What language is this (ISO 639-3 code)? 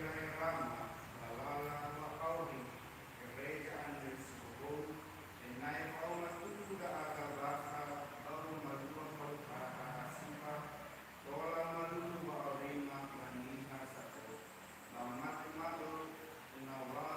nia